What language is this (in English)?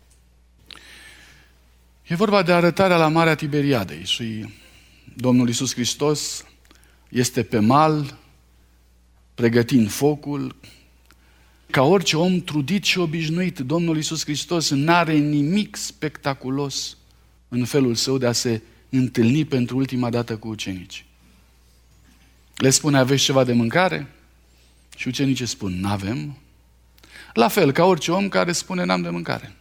Romanian